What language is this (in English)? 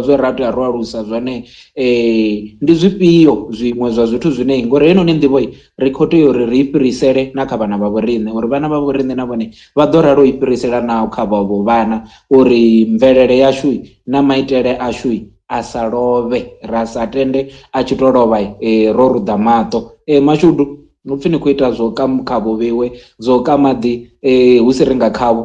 Venda